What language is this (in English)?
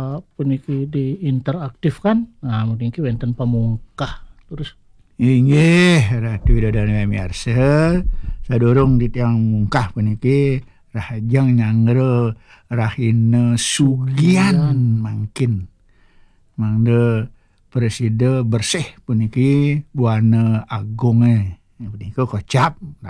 Balinese